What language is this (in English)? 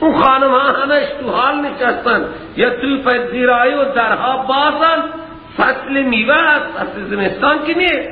Persian